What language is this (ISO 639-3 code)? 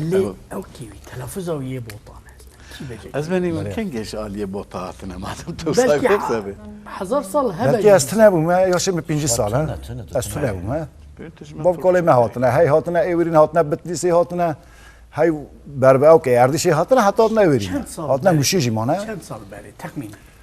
kur